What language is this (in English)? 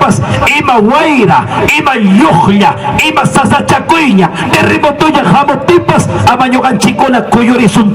Ayacucho Quechua